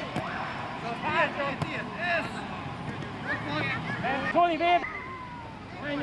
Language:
Hungarian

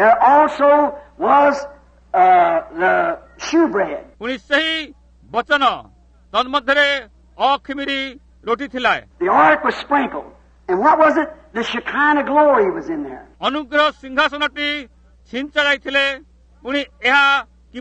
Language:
Odia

